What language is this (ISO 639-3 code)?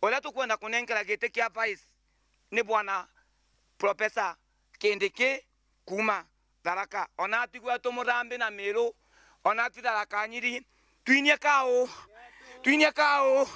mer